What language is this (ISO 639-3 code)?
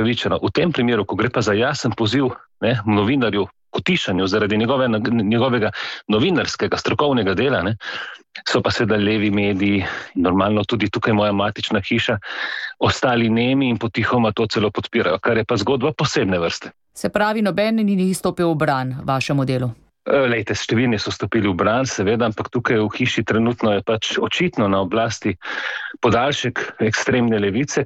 slv